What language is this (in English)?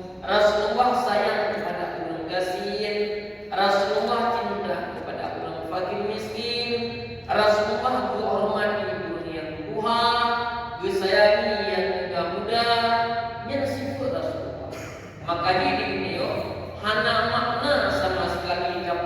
Achinese